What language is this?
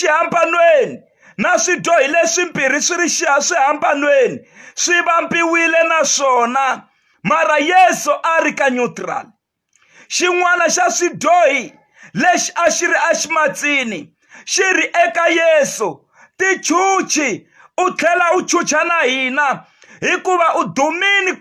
Tsonga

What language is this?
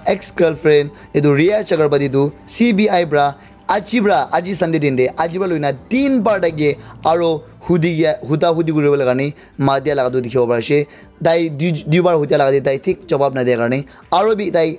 Naga Pidgin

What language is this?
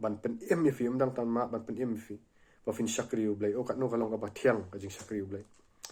Khasi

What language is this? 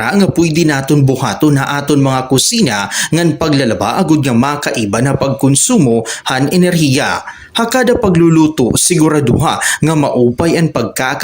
Waray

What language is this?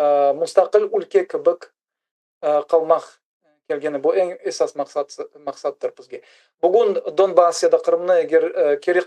Crimean Tatar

